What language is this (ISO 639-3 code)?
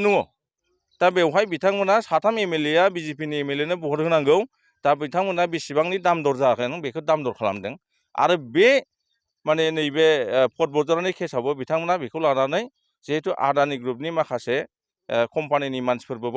brx